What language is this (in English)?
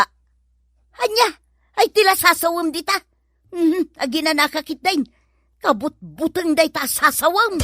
Iloko